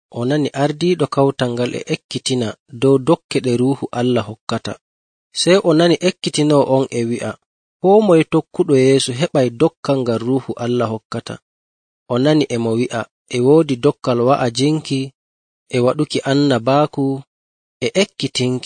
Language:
Nigerian Fulfulde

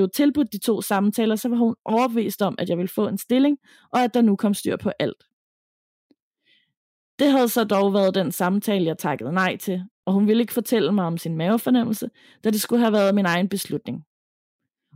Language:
Danish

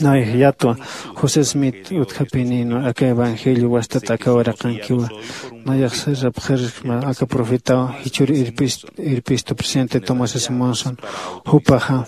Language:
Aymara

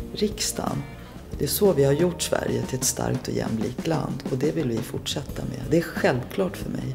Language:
Swedish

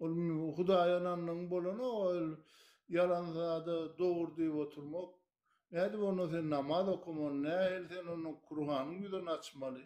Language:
Turkmen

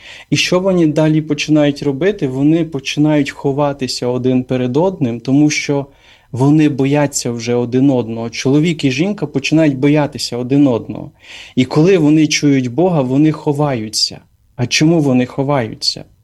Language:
Ukrainian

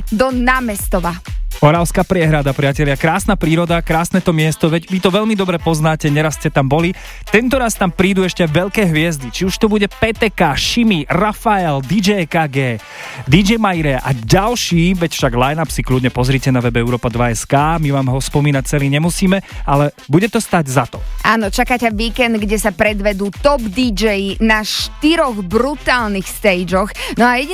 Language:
Slovak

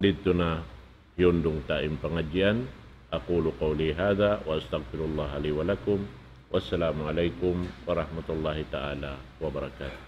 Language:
Tausug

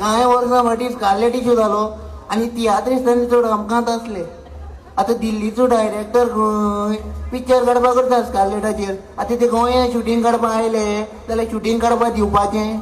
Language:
Konkani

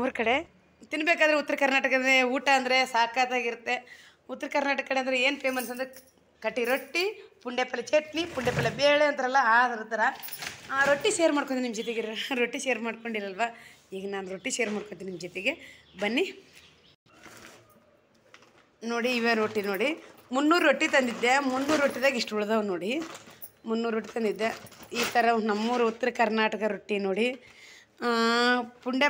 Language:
Kannada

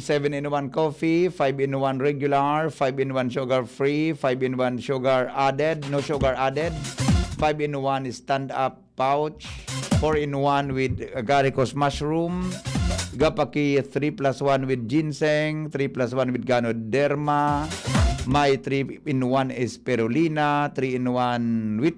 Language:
Bikol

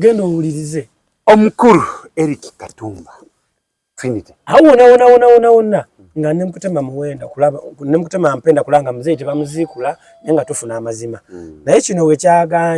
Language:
Ganda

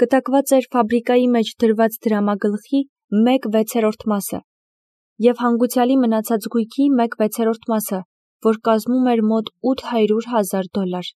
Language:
Armenian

